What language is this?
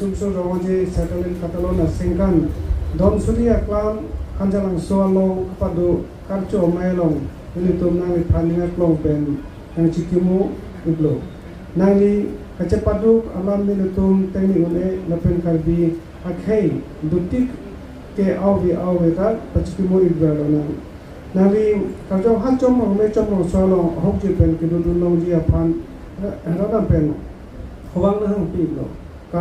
Karbi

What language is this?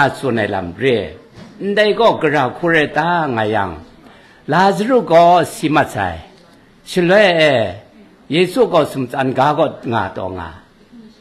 Kachin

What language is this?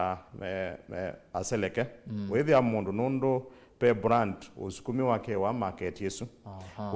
Kamba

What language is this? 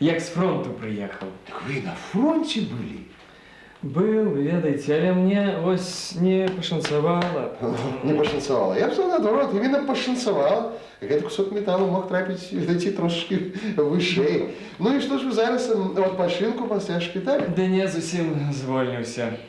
Belarusian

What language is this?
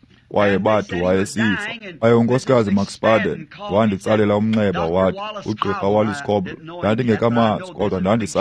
Xhosa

